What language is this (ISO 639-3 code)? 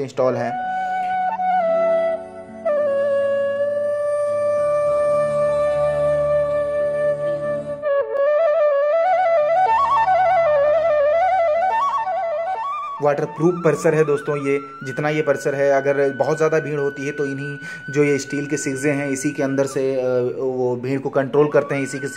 hin